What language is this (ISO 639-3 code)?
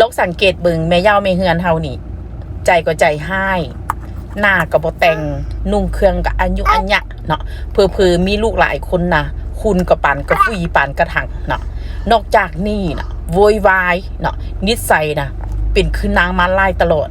tts